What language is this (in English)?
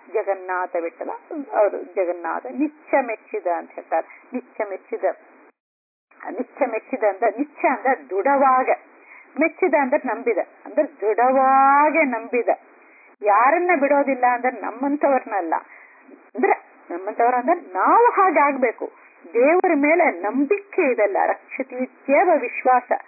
Kannada